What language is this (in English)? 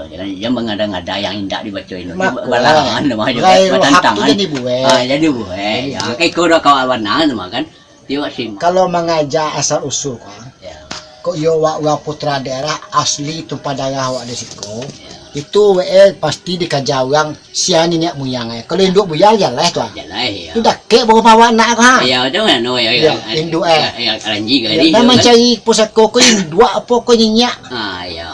Minangkabau